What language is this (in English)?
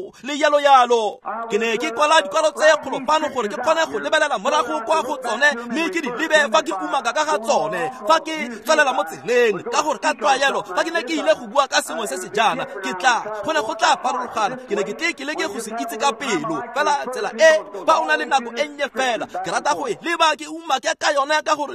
Tswana